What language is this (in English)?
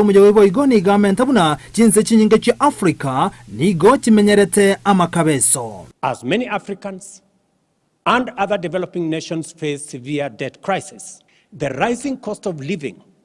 Gusii